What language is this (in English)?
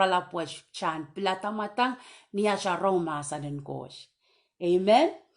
Pohnpeian